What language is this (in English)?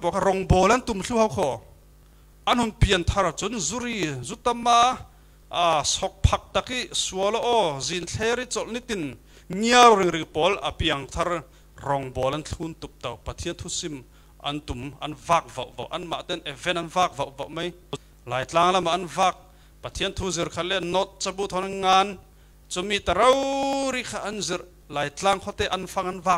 Falam Chin